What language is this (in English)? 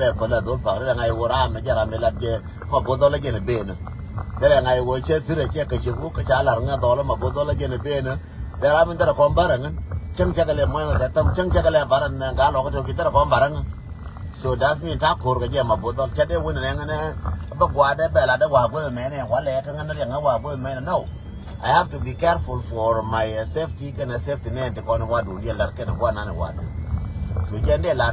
Nuer